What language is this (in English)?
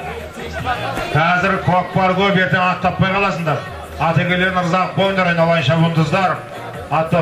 Kazakh